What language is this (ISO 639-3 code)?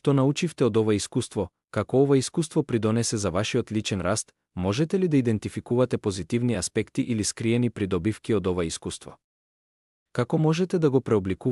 mkd